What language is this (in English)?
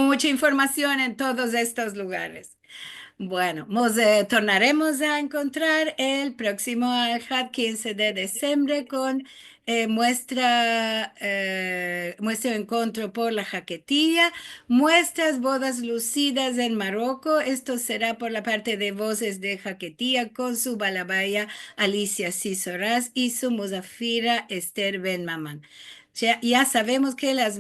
Ladino